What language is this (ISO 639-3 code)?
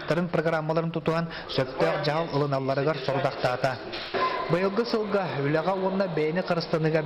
sah